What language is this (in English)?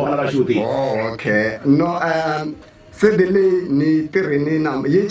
Tsonga